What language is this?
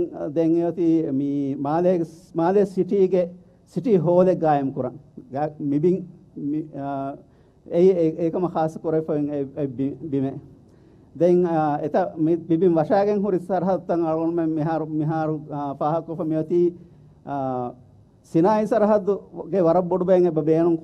Divehi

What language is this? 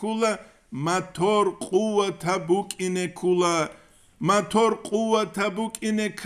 Avaric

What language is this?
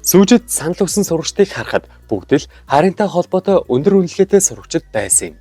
Mongolian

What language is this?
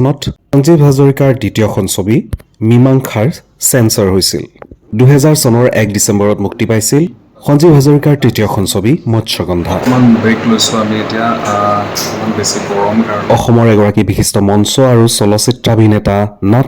Assamese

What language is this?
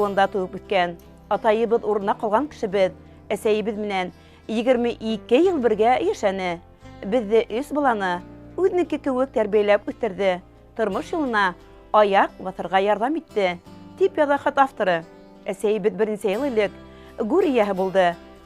Bashkir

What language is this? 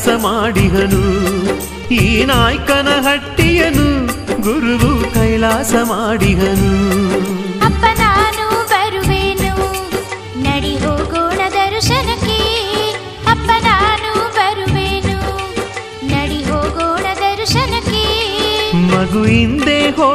Kannada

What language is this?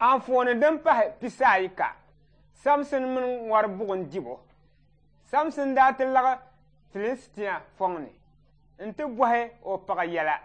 Dagbani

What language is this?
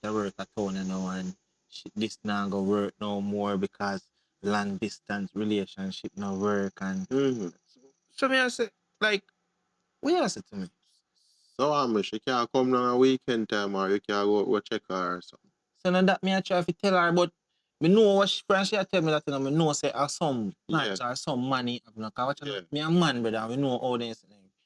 Jamaican Creole English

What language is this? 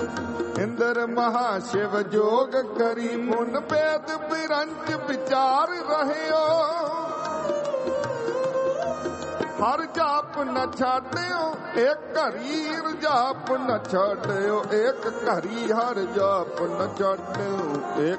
Punjabi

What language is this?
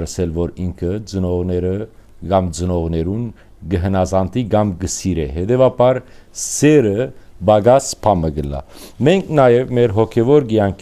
Western Armenian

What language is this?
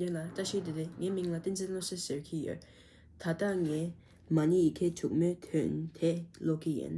Tibetan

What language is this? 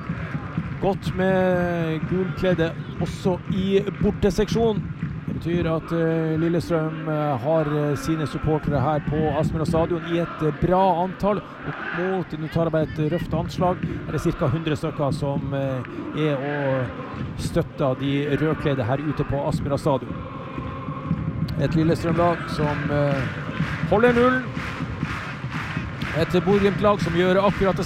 Norwegian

